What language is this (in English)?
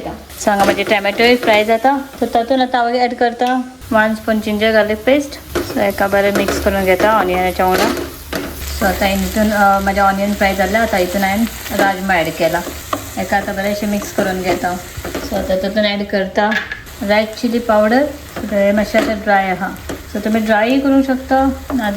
Konkani